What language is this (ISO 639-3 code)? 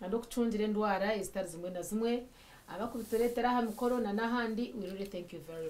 nyn